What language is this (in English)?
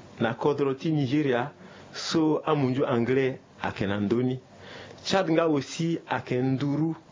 Sango